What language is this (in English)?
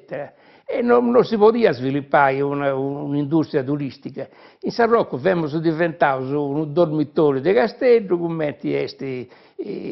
Sardinian